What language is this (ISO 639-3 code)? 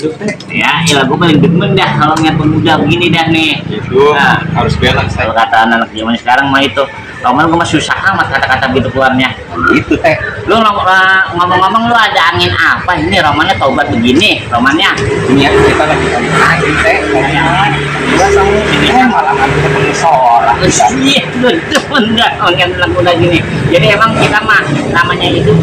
bew